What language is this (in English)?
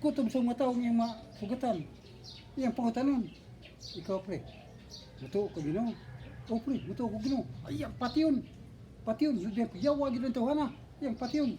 Cebuano